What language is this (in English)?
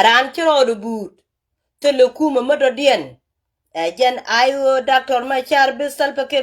Nuer